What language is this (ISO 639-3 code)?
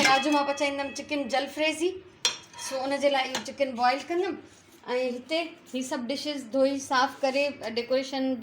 snd